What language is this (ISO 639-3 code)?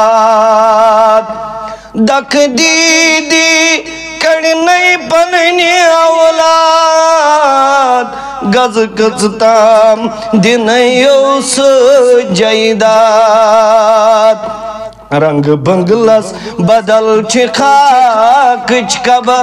kas